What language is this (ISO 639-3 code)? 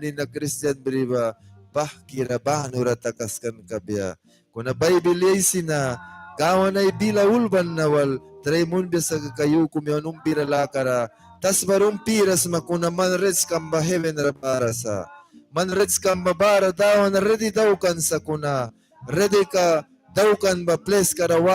miq